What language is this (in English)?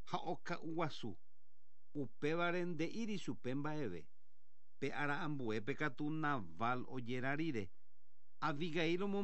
Guarani